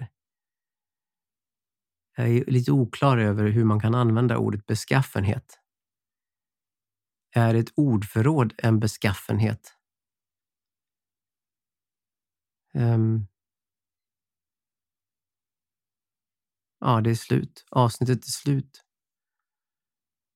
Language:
Swedish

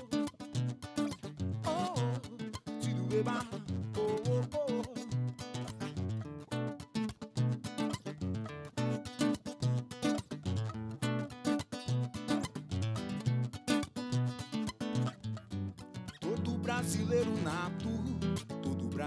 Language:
Portuguese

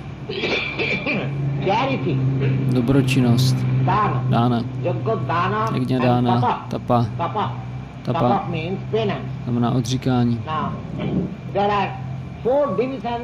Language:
Czech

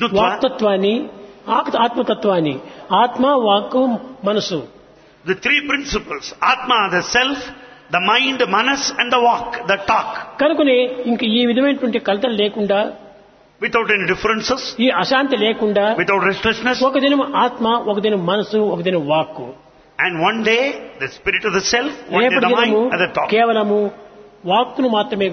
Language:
Telugu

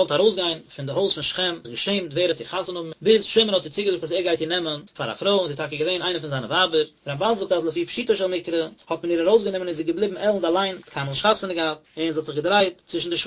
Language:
Yiddish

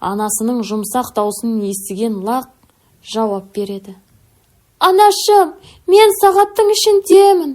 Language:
Kazakh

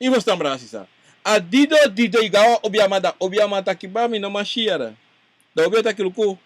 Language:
Sranan Tongo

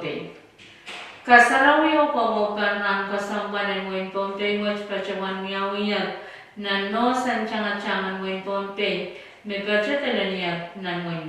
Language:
Pohnpeian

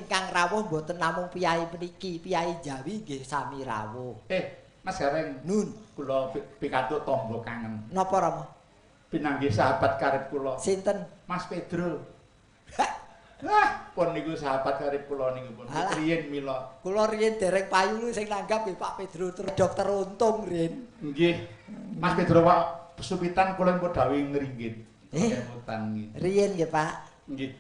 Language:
Javanese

